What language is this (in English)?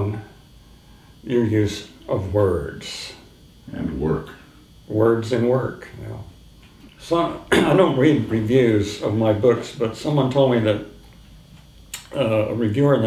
English